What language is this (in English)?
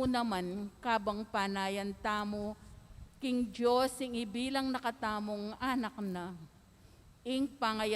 Pampanga